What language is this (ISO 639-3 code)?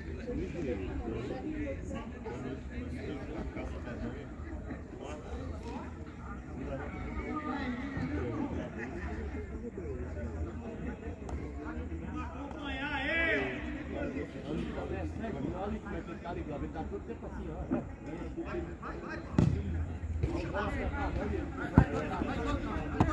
por